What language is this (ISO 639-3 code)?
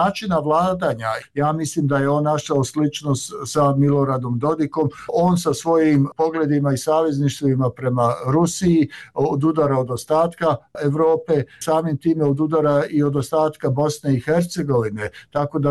bos